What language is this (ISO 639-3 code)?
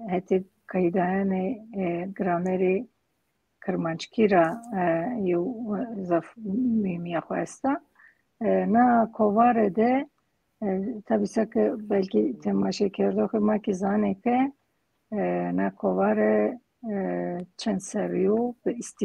zza